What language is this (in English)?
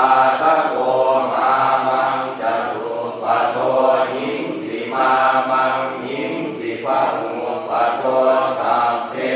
Pali